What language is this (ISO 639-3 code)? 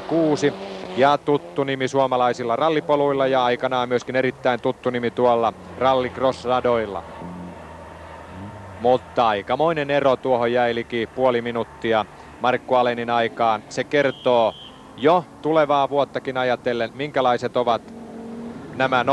fin